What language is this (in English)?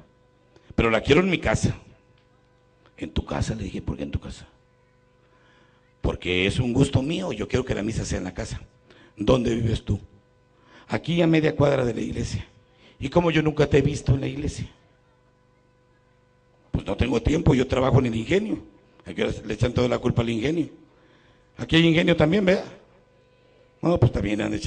Spanish